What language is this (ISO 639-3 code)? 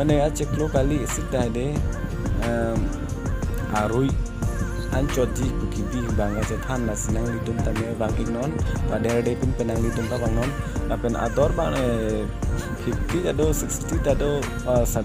mjw